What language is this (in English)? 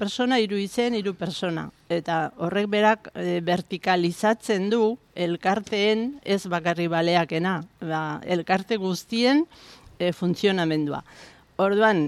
Basque